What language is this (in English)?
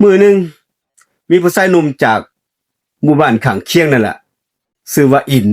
Northeastern Thai